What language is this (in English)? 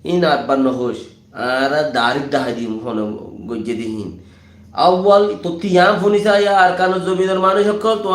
Rohingya